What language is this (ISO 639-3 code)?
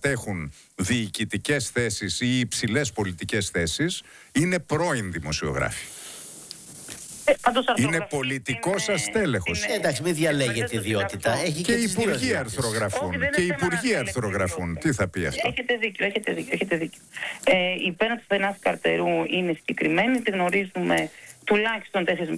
ell